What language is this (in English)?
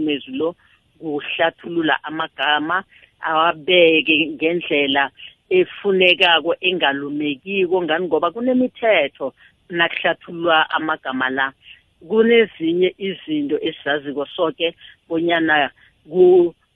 South Ndebele